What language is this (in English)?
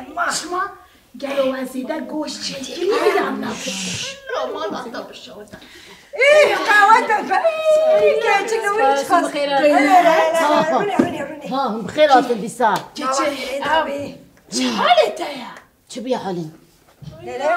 Kurdish